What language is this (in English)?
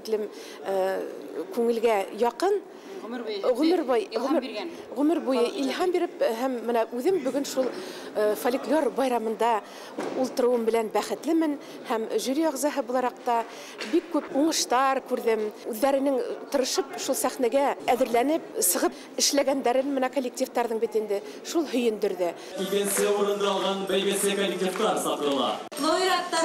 Bashkir